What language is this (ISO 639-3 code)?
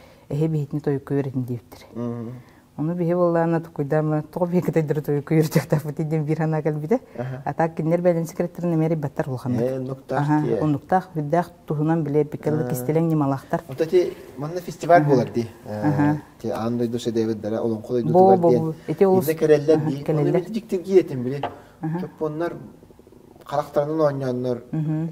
sah